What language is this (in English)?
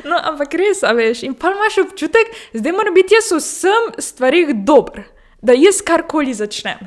Slovenian